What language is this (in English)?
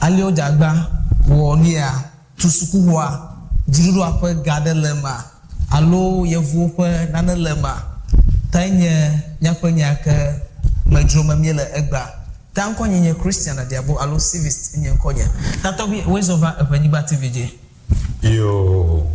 Ewe